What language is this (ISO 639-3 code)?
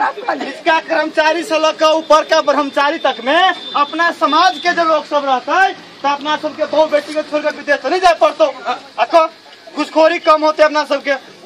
mai